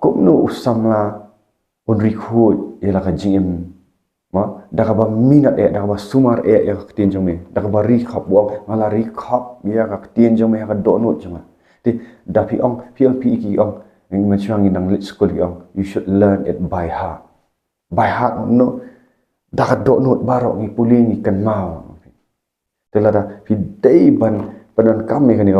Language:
Khasi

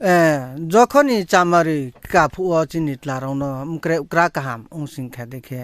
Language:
Riang (India)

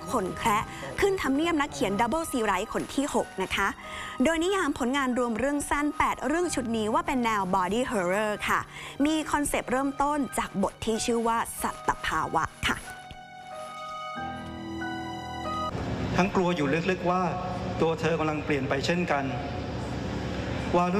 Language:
Thai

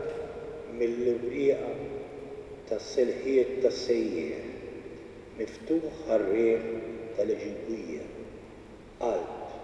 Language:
Maltese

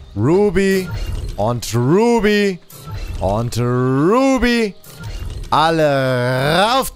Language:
German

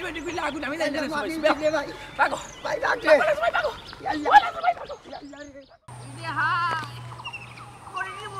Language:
Sylheti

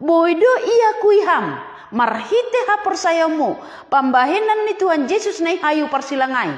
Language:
Batak Simalungun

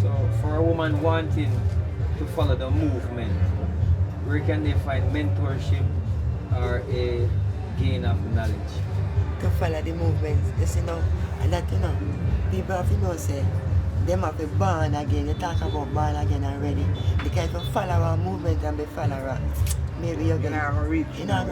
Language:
Jamaican Creole English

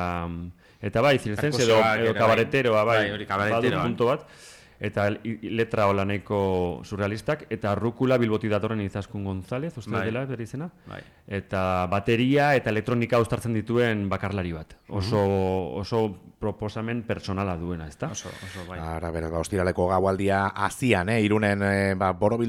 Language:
Basque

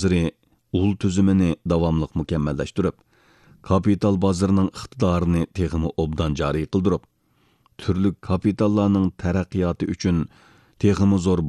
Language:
Uyghur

